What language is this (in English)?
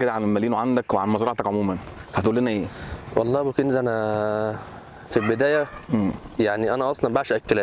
Egyptian Arabic